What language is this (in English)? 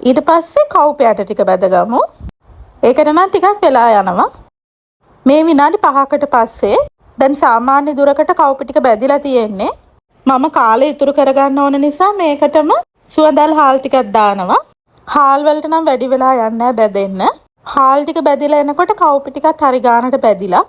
Sinhala